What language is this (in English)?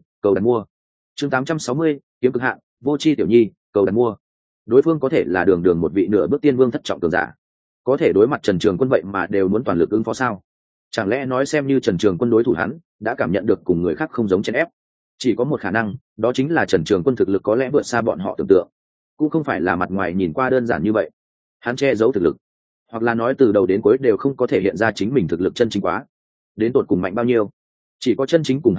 Vietnamese